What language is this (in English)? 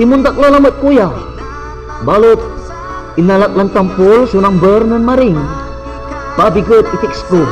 Pangasinan